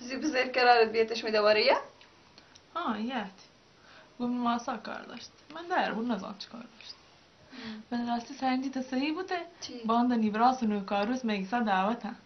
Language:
Baluchi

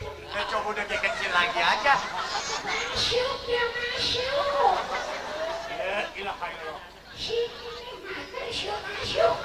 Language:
Betawi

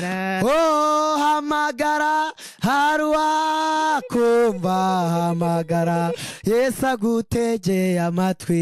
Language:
Kinyarwanda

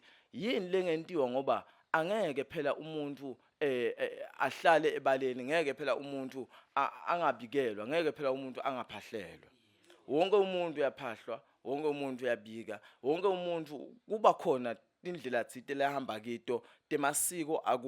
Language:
Zulu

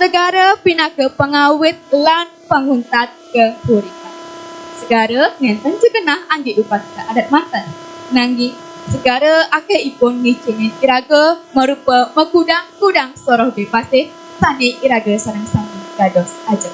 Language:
Balinese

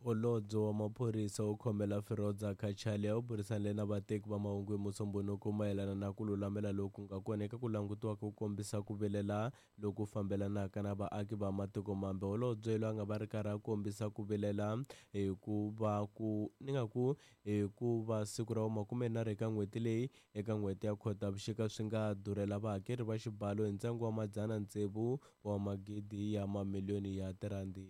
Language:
Tsonga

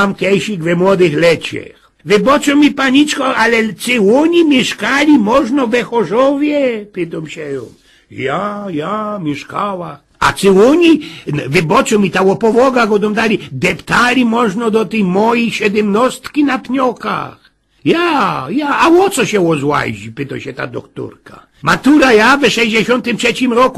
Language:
Silesian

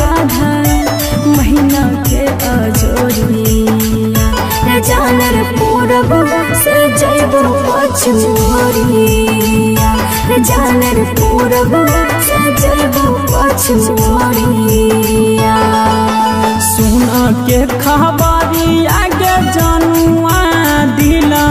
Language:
Bhojpuri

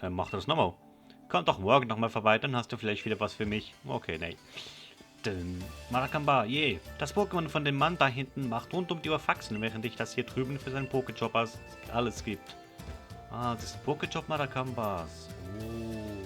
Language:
Swiss German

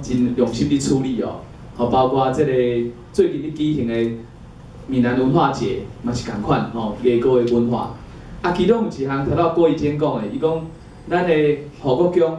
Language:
Min Nan Chinese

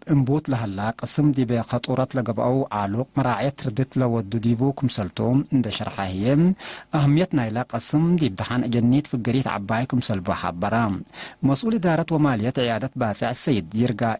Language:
Tigre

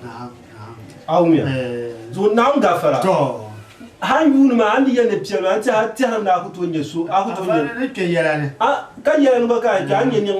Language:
Dagbani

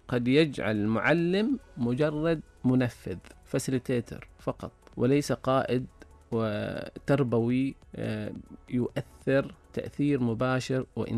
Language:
Najdi Arabic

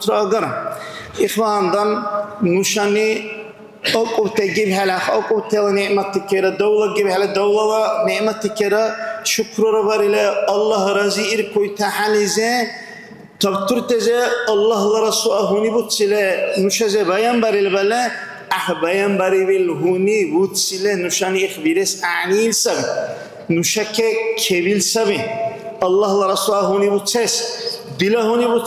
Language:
Dargwa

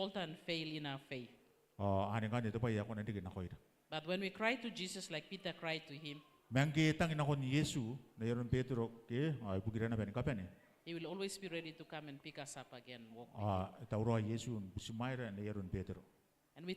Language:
Gilbertese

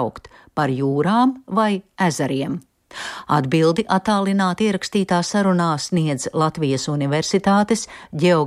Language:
Latvian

